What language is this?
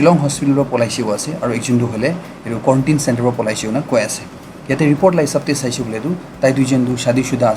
Naga Pidgin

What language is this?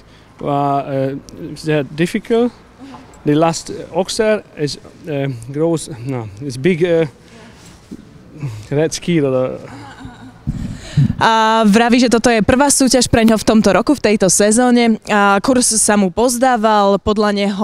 Slovak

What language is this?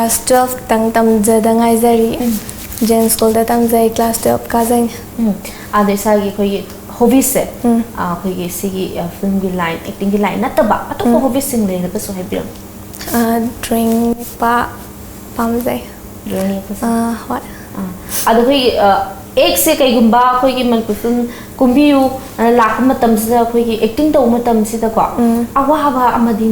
Manipuri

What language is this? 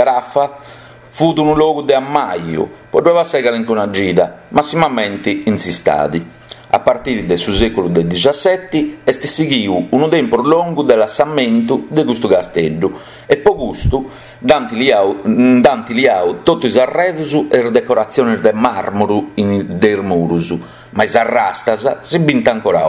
Sardinian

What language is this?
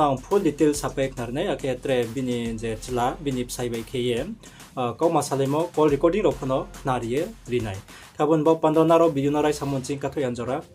Riang (India)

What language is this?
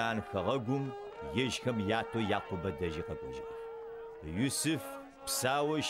Adyghe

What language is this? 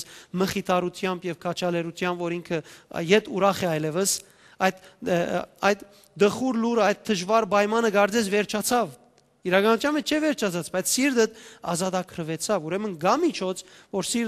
Western Armenian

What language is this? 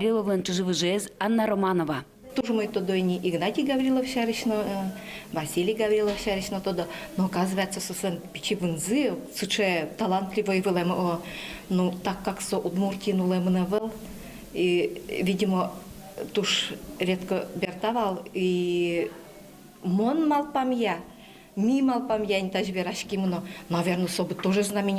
Udmurt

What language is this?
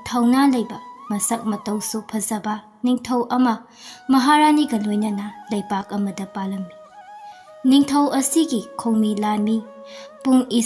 Manipuri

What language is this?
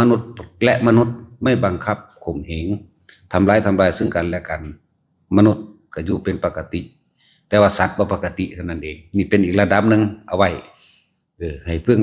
Lao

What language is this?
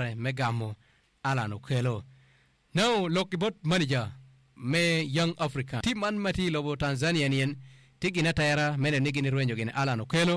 Acoli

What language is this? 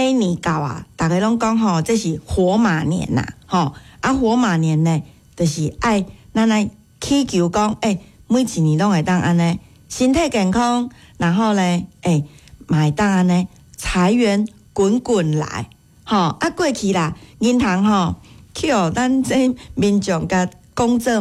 Min Nan Chinese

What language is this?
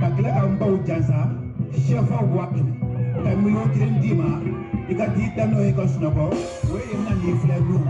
Bambara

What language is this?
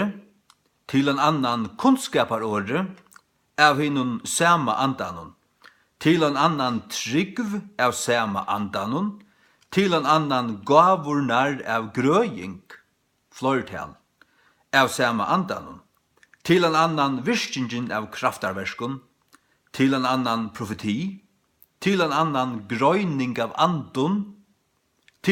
Faroese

